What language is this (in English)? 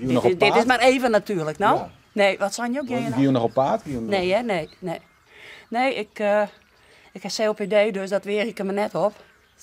Western Frisian